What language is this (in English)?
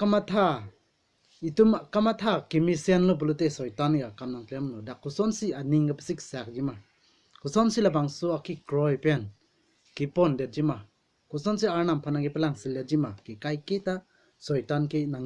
Karbi